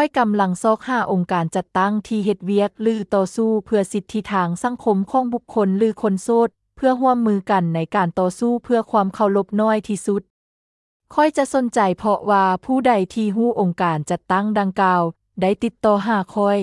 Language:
Lao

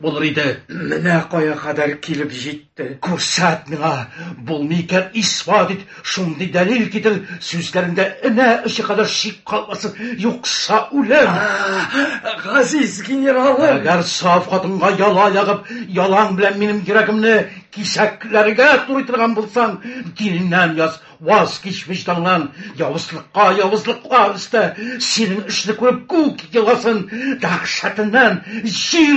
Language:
Tatar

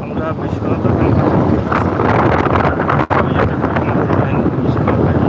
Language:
Sylheti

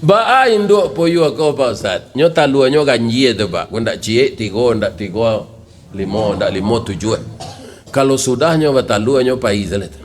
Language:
Minangkabau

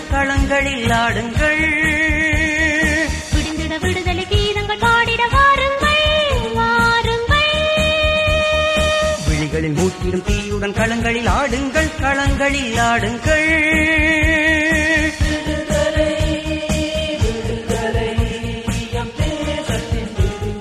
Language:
Tamil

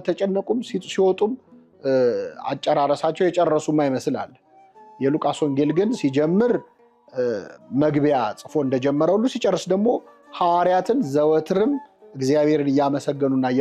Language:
Amharic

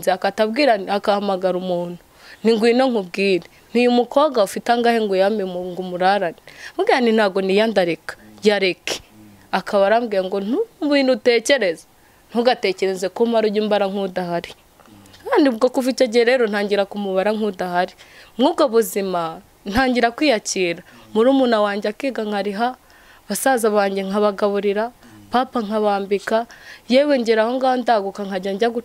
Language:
Kinyarwanda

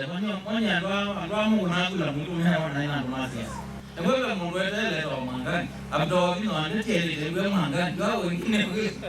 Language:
Kamba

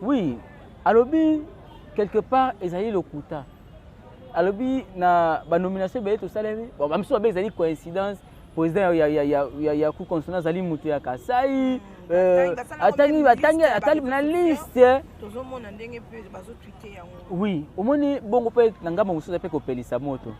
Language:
Lingala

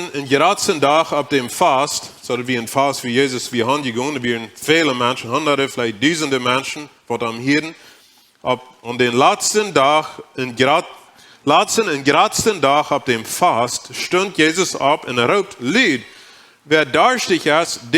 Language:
Plautdietsch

